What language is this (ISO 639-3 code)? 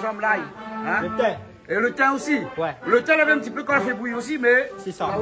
rcf